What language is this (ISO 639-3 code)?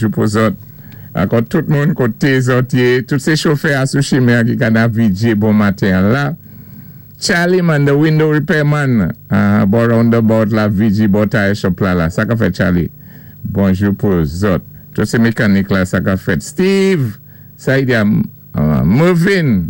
acf